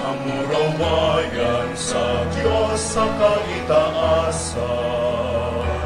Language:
Bikol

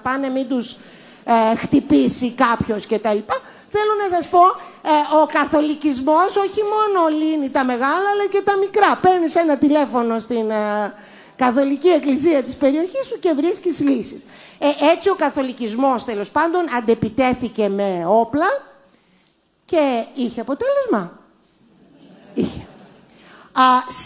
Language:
Greek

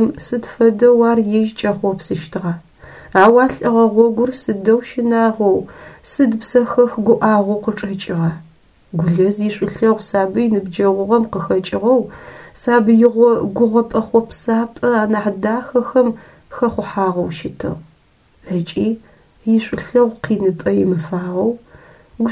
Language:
Adyghe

